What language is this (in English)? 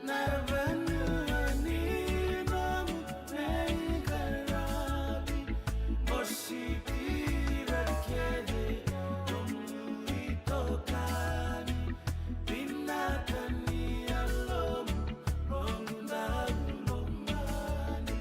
Fijian